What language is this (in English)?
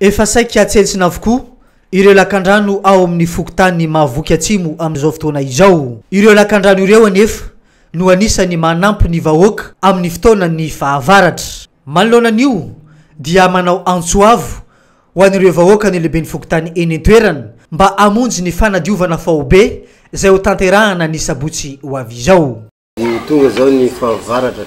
Malagasy